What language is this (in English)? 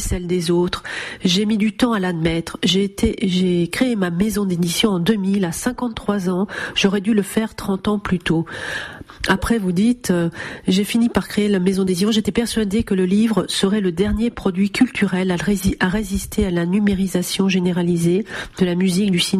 French